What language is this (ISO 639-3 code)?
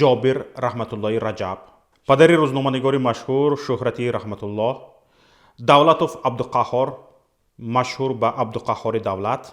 tgk